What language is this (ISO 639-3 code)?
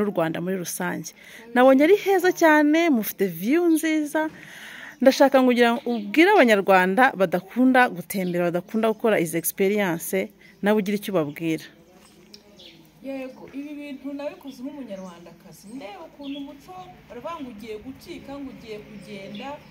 kin